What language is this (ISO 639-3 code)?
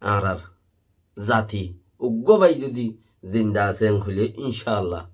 rhg